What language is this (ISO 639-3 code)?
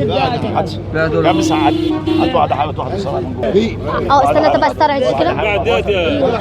arz